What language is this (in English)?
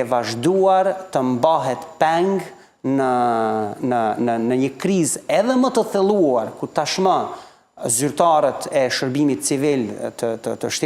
Albanian